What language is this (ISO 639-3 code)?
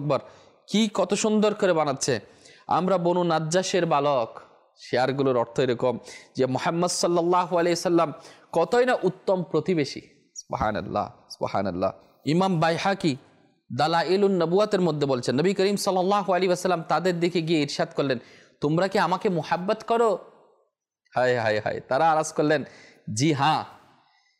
ben